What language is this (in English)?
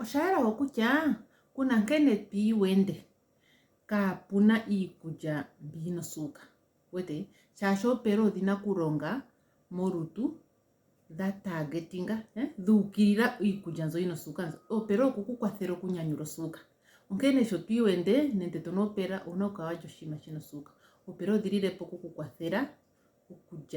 Ndonga